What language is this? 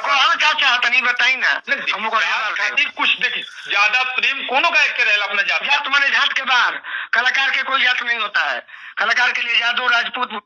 Bhojpuri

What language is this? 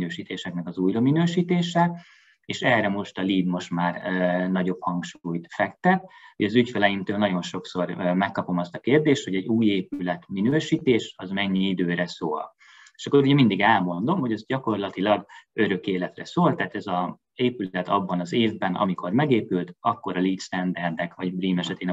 Hungarian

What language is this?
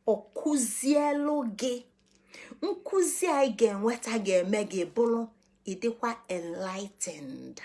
Igbo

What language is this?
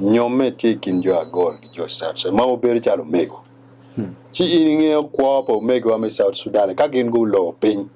Acoli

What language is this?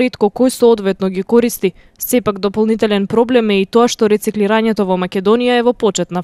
Macedonian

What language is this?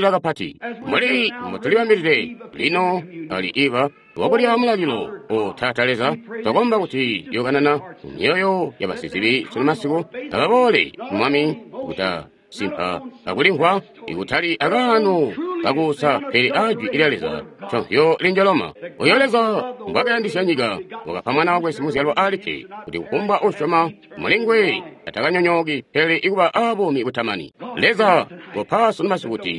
Tonga (Zambia)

